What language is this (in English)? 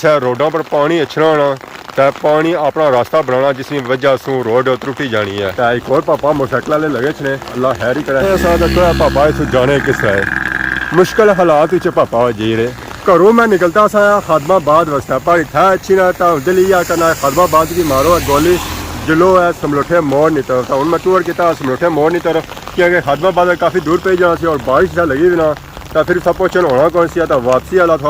Pahari-Potwari